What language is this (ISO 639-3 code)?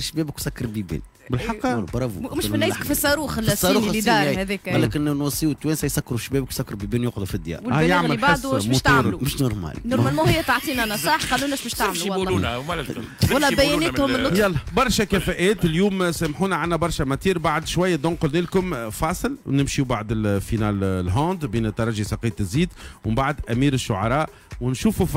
aeb